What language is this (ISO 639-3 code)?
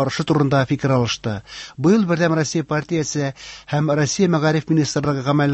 tat